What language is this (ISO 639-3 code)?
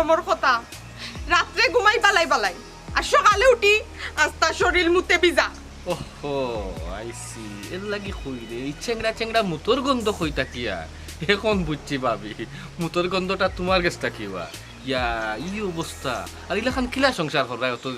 syl